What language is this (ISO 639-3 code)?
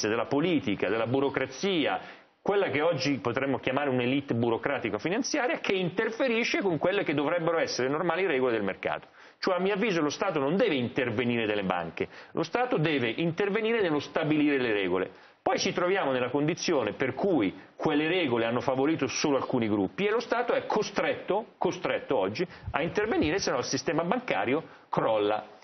ita